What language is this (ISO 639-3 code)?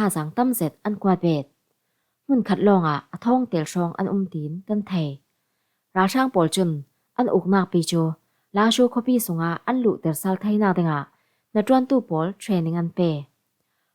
cfm